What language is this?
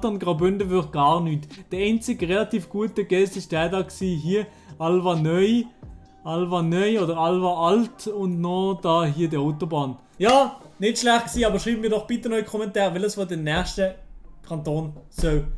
Swiss German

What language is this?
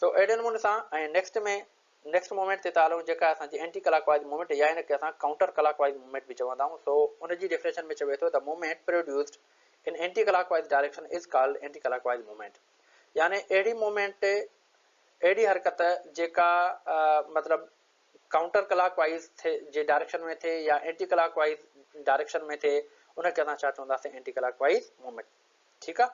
Sindhi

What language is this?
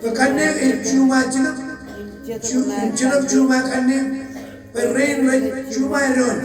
Marshallese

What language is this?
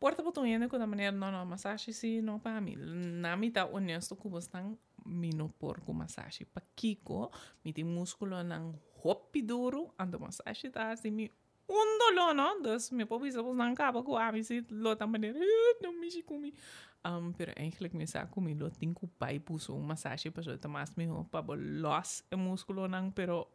Papiamento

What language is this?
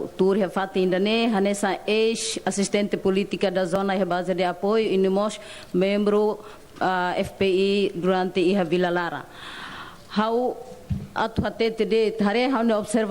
Tetum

